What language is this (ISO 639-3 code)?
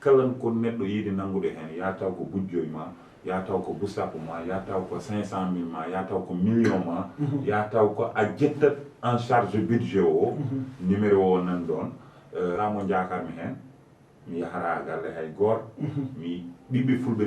ful